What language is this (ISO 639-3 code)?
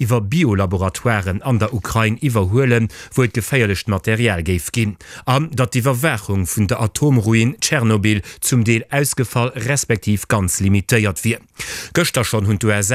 ltz